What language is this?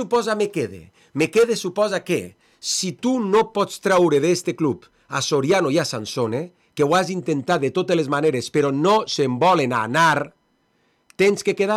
Catalan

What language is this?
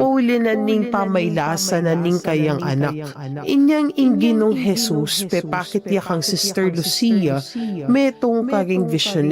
Pampanga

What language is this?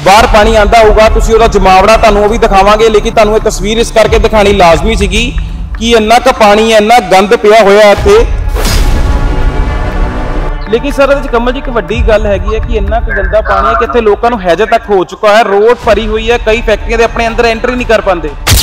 Punjabi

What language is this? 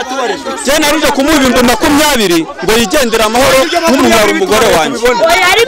Kinyarwanda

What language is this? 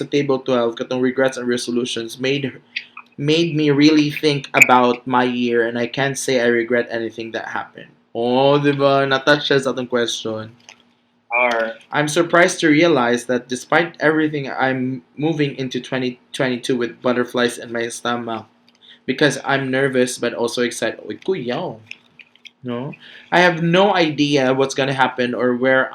Cebuano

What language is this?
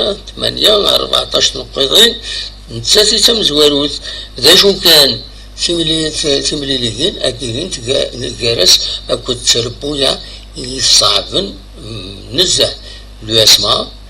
Kabyle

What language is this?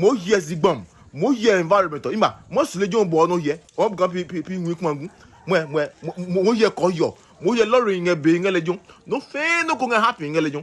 Adangme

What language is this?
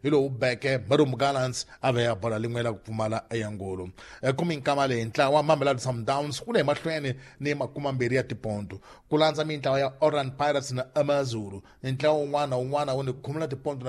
Tsonga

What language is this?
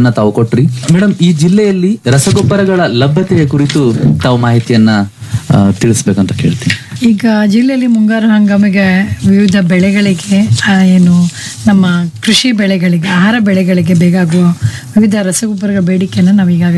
Kannada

